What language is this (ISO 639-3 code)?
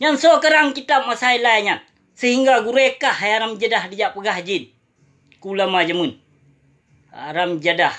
ace